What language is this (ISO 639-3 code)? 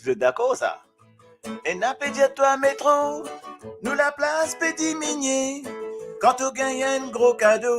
mfe